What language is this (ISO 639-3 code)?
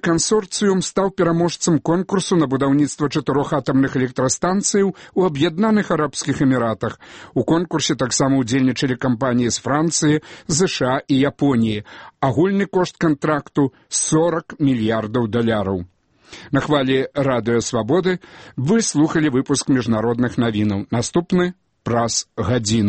bel